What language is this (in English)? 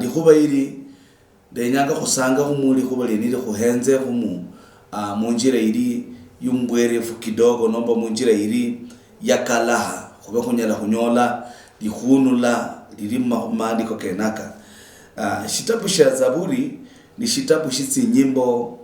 Luyia